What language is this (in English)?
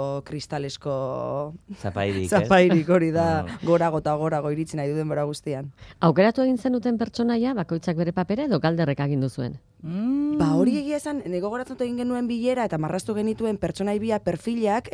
Basque